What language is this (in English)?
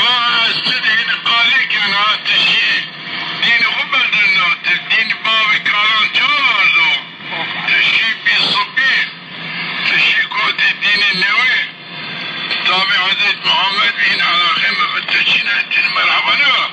Zaza